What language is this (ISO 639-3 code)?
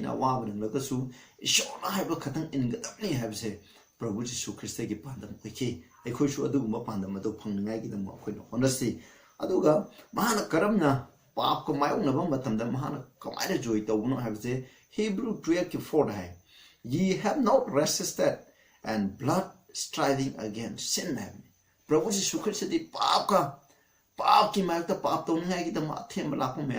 mni